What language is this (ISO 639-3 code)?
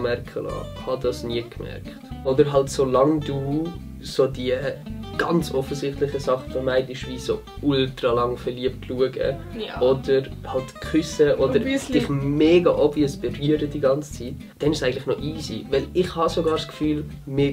gsw